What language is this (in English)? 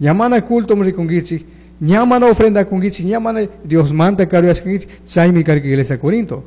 Chimborazo Highland Quichua